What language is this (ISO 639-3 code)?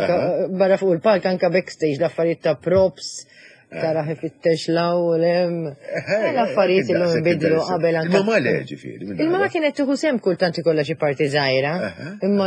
mlt